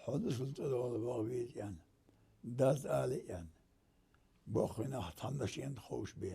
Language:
Ingush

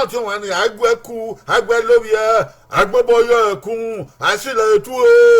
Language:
Bini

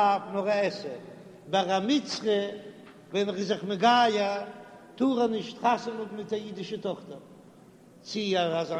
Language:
Yiddish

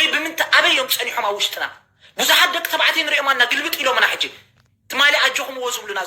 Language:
Tigrinya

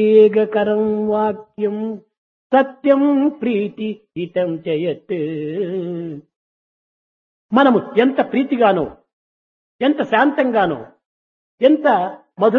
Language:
Telugu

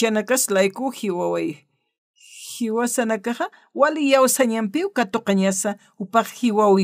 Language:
Aymara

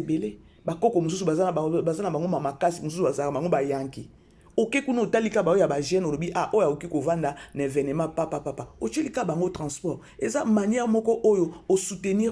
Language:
Lingala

